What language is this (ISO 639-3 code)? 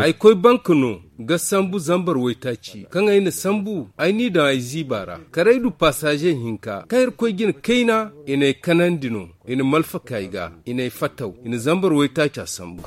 dje